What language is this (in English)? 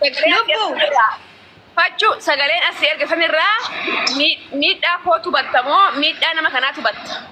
Oromo